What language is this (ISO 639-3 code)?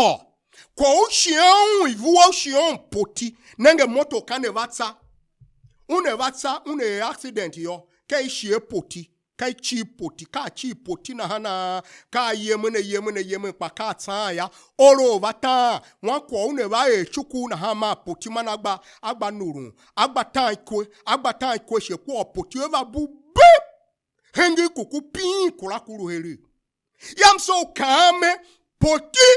tiv